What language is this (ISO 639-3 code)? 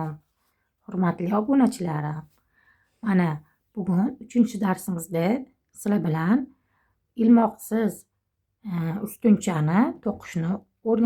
uzb